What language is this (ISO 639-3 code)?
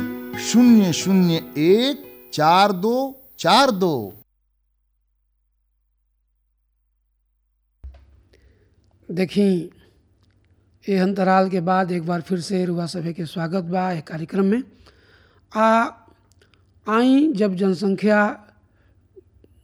bho